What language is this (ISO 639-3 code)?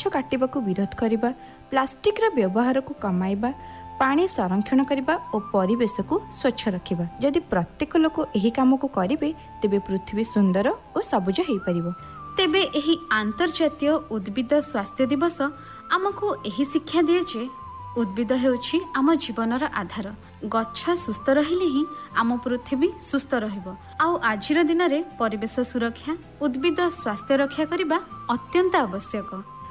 ori